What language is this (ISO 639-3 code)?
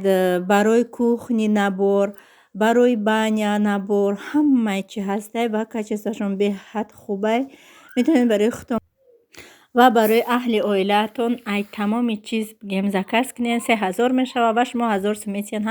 tgk